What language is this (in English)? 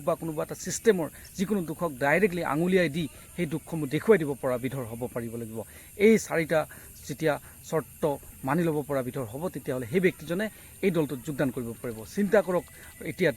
Assamese